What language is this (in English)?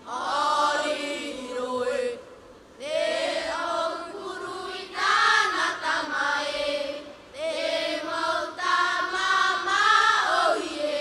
Tahitian